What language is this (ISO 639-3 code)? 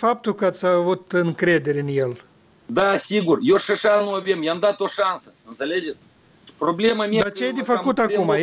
ron